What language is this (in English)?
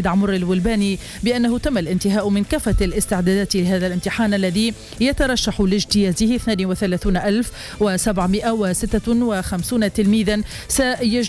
Tunisian Arabic